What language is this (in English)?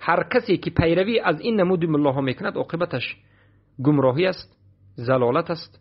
Persian